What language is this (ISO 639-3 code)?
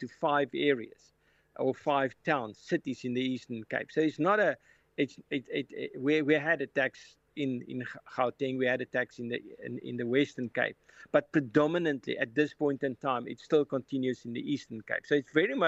eng